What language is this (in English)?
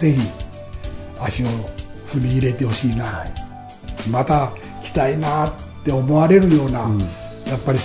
Japanese